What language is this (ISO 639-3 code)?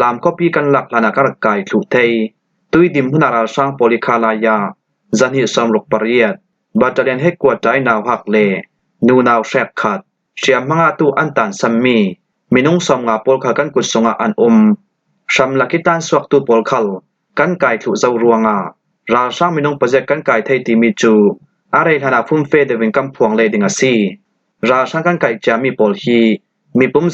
cfm